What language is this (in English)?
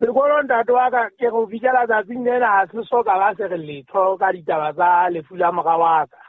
Southern Sotho